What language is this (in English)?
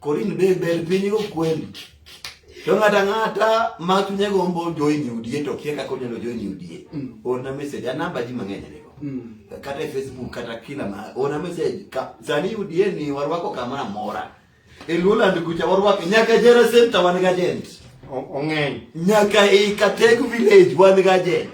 Luo (Kenya and Tanzania)